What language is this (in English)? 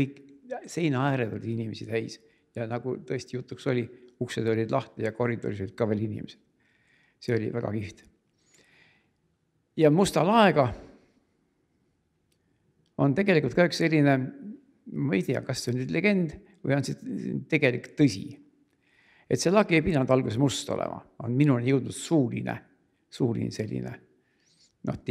Estonian